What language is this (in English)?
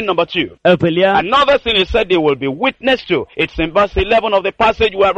Ewe